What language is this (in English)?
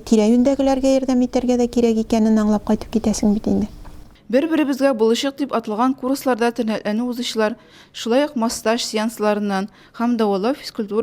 Tatar